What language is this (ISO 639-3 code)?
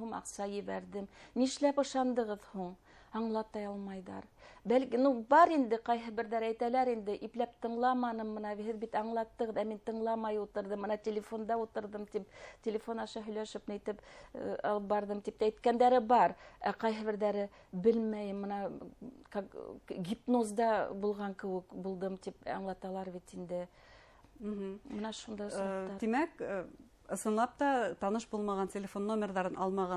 bak